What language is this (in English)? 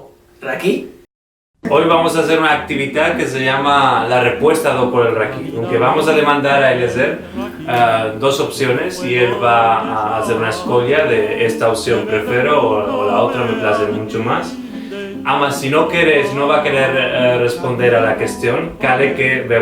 Ladino